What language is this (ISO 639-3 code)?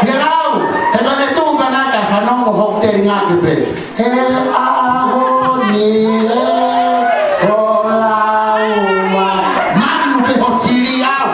ton